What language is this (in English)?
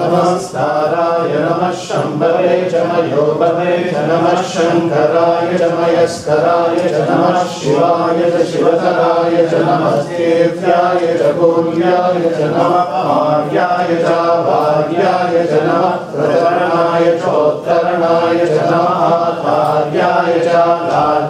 Sanskrit